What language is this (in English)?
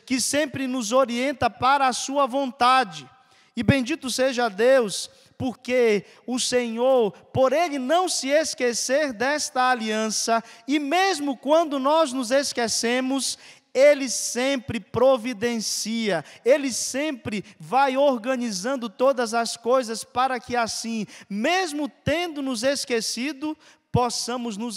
Portuguese